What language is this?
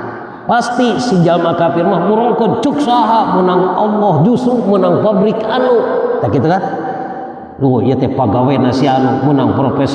Sundanese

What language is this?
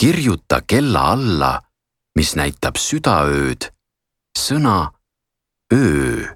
Estonian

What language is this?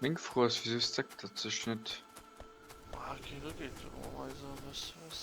Luxembourgish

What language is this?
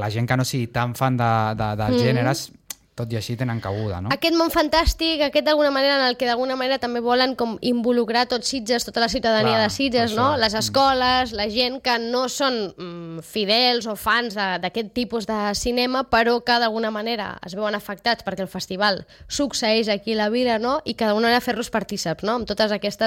Catalan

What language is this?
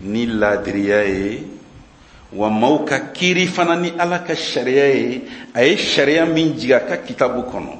Bambara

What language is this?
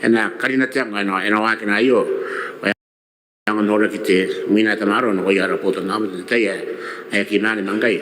Gilbertese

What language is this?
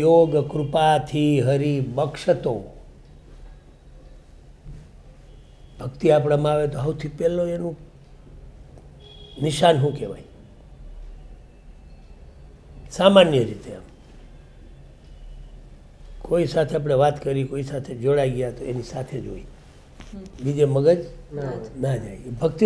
Gujarati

